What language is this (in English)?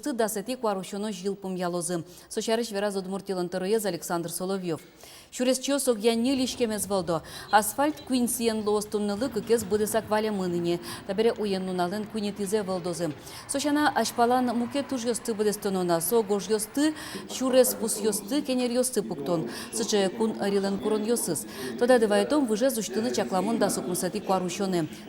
Udmurt